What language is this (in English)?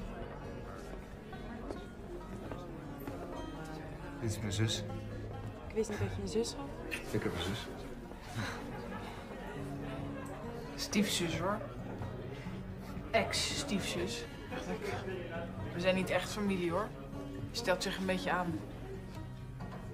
Dutch